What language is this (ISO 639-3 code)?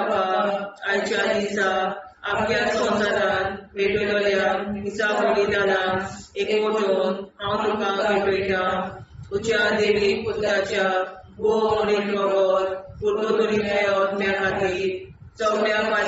kok